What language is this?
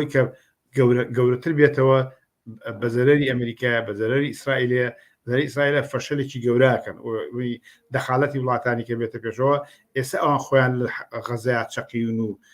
Central Kurdish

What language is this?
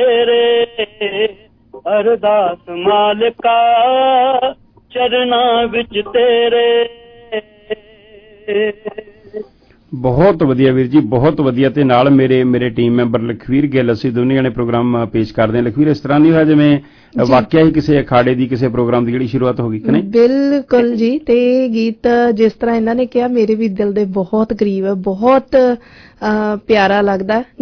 Punjabi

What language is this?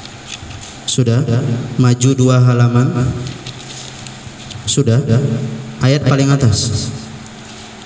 Indonesian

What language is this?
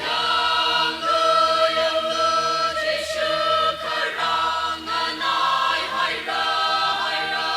Tangkhul Naga (India)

